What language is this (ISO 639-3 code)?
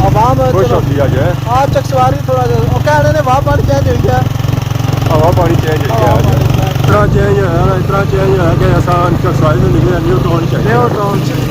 phr